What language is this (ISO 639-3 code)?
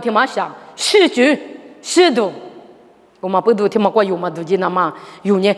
lis